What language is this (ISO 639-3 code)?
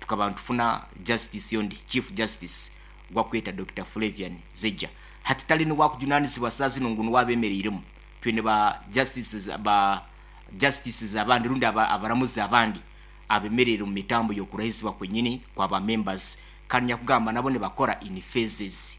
nyn